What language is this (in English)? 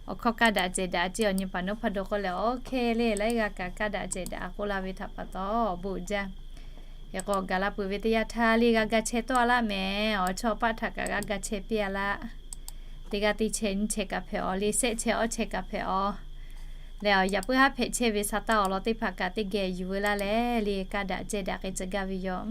Lahu